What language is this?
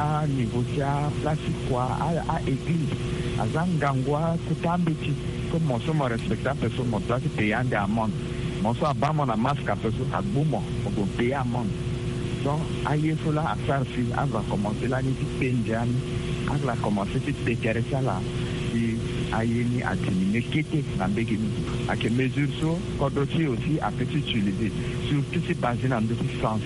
Sango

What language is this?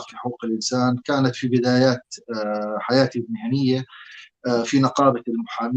North Levantine Arabic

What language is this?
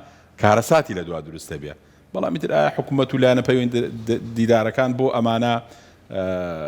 Central Kurdish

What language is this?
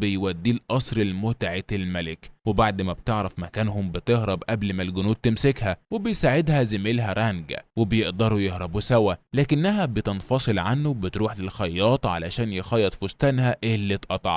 Egyptian Arabic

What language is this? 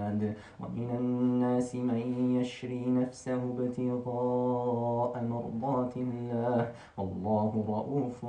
Arabic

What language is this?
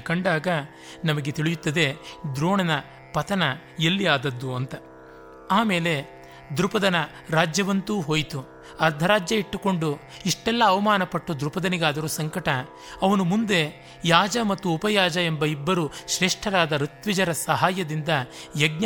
Kannada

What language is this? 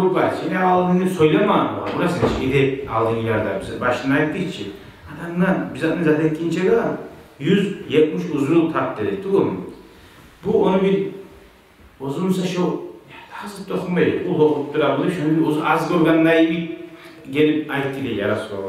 Kumyk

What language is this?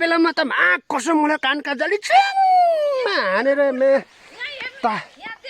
Nepali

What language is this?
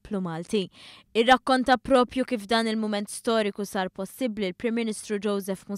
Maltese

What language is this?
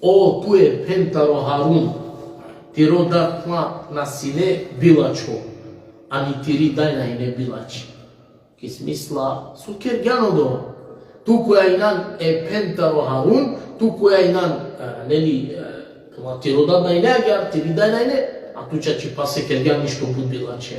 Balkan Romani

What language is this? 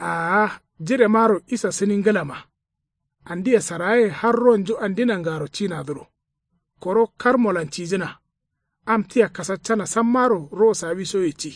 Kanuri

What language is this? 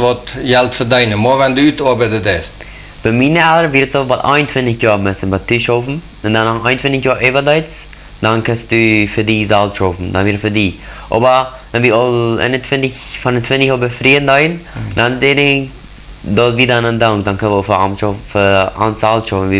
Plautdietsch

